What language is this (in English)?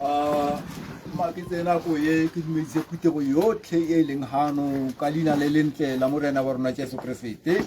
Tswana